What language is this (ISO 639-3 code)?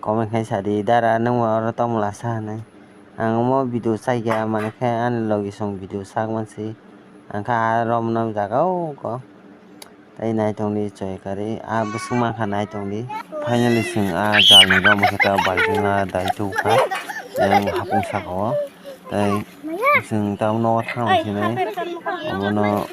trp